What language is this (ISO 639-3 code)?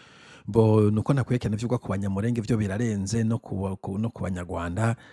run